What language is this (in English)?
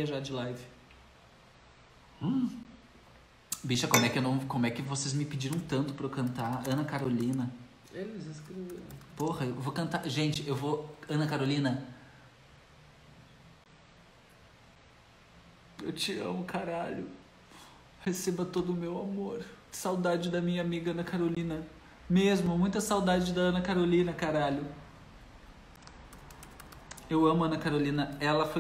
Portuguese